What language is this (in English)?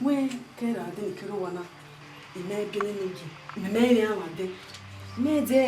Bini